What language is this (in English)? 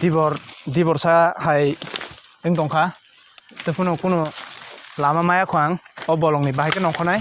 Kok Borok